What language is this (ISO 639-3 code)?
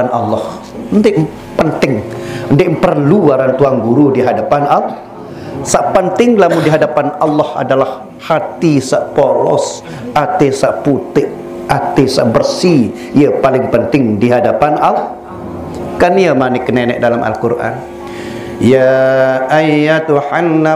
sas